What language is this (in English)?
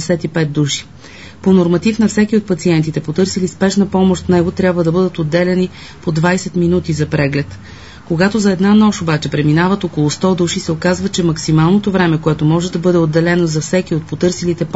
Bulgarian